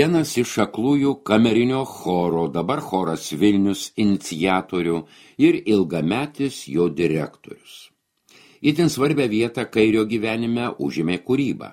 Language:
Lithuanian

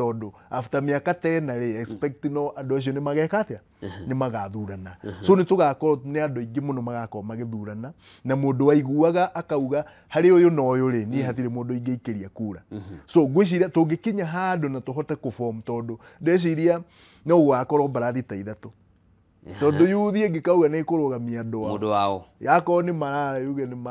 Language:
Kikuyu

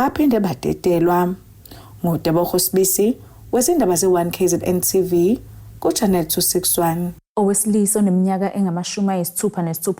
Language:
Zulu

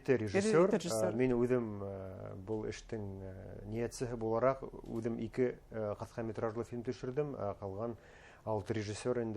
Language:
Bashkir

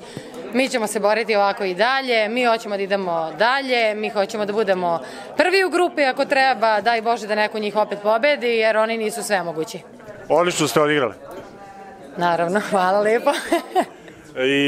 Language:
Serbian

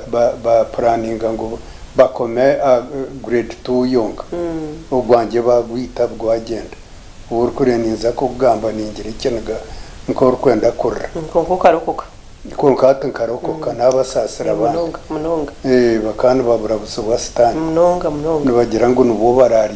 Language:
Nyankole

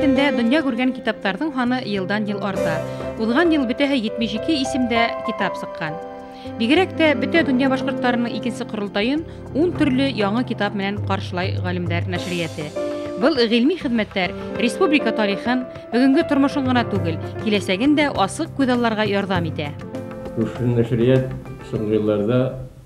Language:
Bashkir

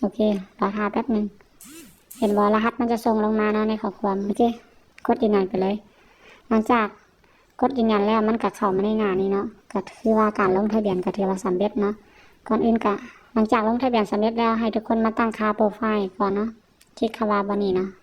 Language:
Lao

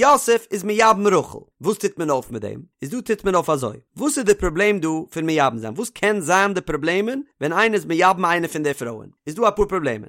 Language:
Yiddish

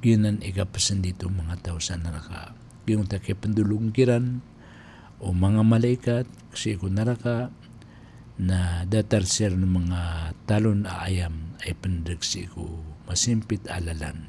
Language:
Maranao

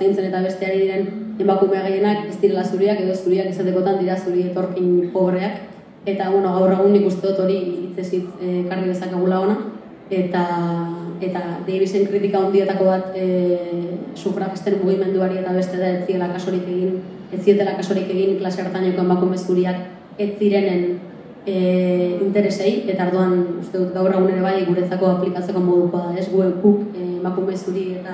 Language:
Basque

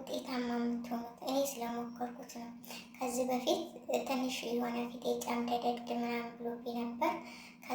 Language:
Amharic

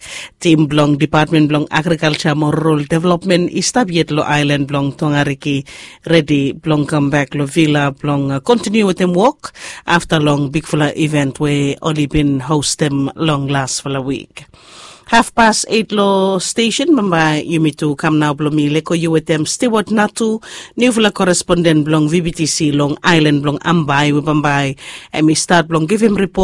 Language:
Bislama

